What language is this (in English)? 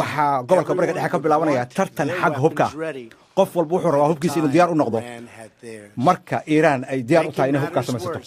Somali